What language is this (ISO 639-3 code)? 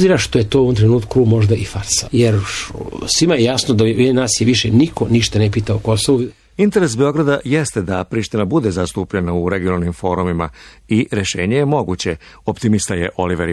srp